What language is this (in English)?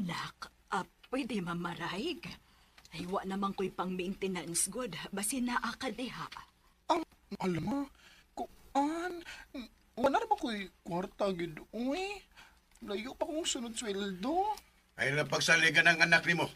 Cebuano